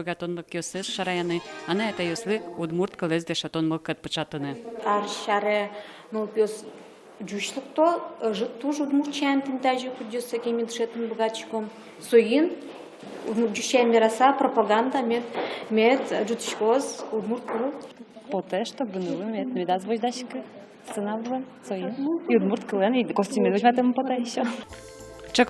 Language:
Udmurt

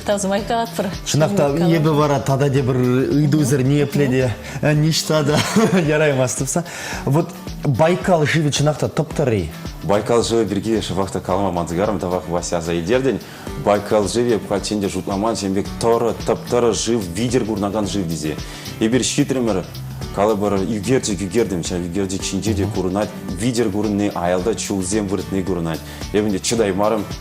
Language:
Chuvash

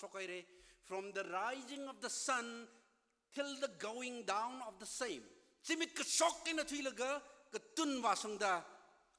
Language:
Tangkhul Naga (India)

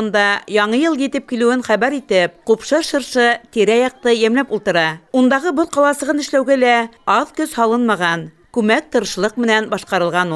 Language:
Bashkir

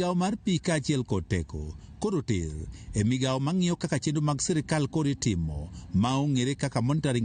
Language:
Luo (Kenya and Tanzania)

